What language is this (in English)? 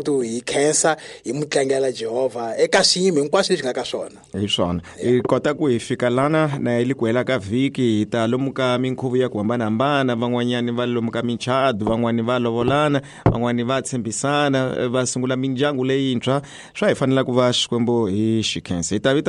Tsonga